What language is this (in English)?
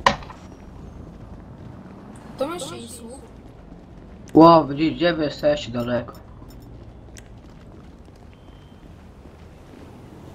Polish